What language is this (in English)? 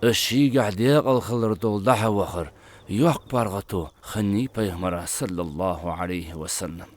Ingush